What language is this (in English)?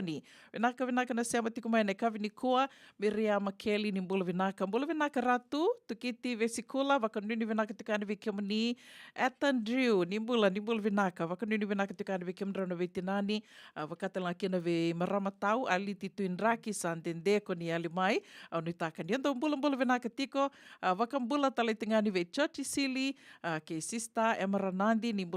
Fijian